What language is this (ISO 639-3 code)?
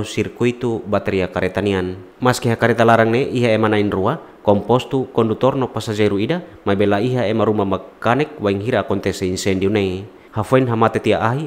tet